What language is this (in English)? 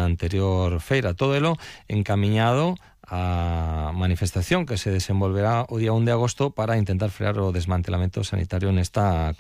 Galician